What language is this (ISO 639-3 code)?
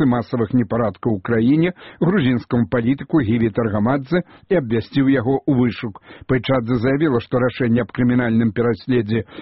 bel